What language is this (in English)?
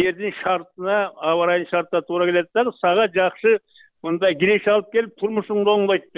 Kyrgyz